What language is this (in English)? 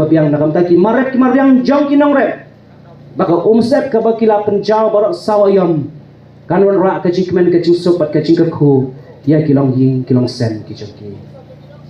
Khasi